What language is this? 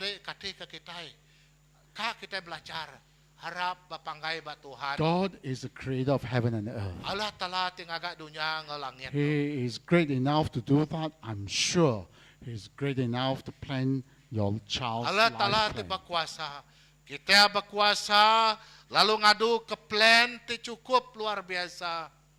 Iban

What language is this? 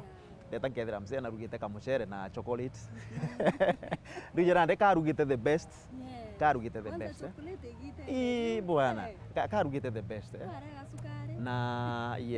Meru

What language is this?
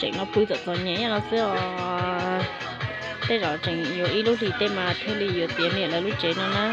Hmong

